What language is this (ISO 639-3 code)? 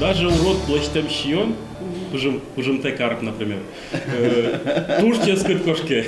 udm